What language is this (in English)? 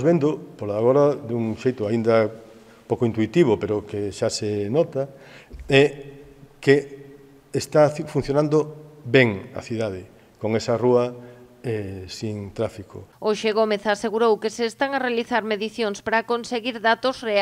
Galician